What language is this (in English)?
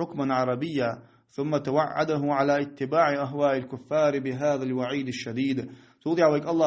Ingush